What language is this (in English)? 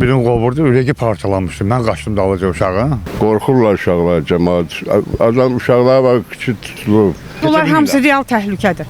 Azerbaijani